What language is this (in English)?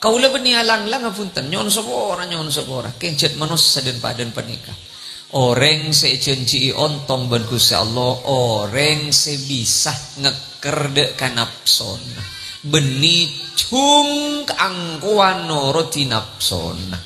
Madurese